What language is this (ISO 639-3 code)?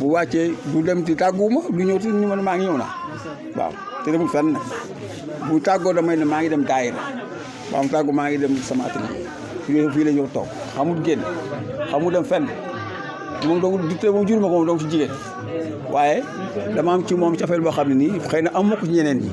wol